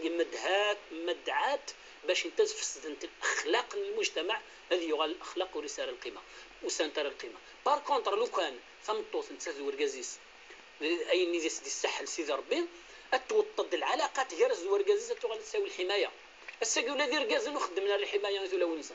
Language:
Kabyle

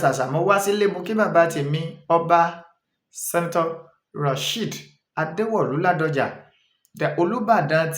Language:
Yoruba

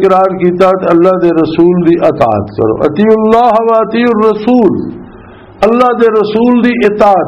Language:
Western Panjabi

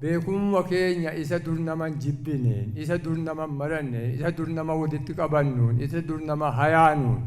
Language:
Oromo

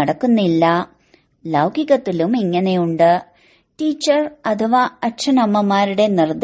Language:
Malayalam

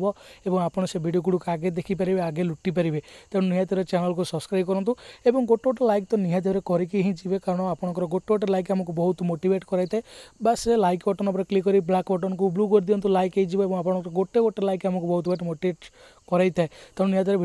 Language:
Odia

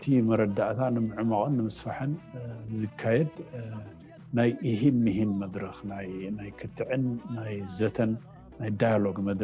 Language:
Tigrinya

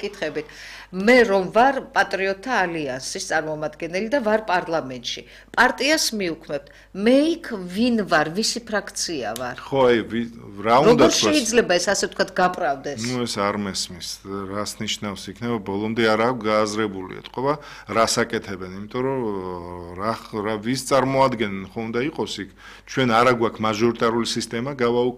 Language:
Georgian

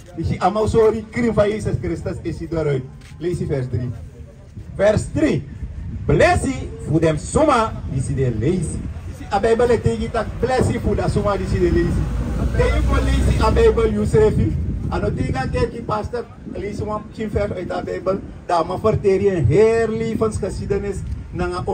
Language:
Sranan Tongo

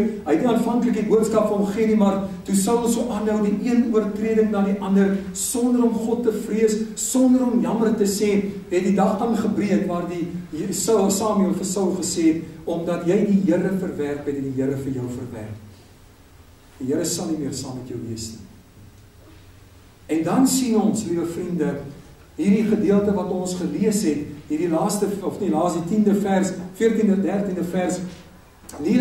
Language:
Afrikaans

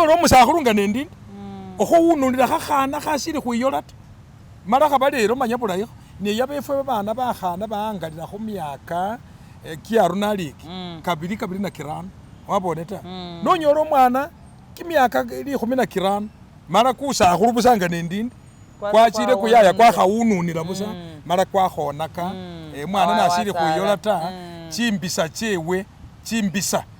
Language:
Masaaba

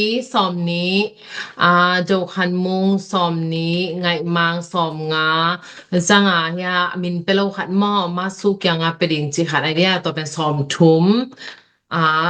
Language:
Tedim Chin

